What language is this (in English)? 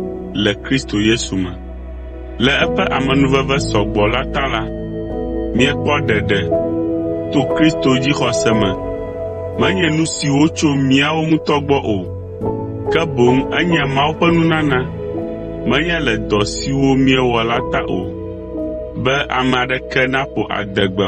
Ewe